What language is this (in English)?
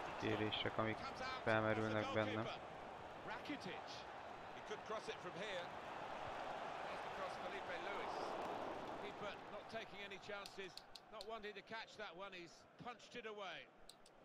Hungarian